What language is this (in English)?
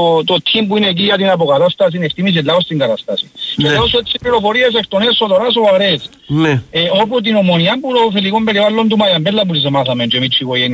Greek